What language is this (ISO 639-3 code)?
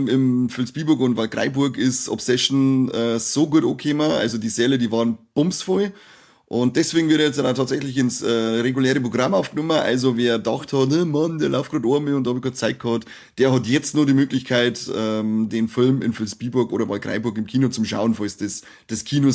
bar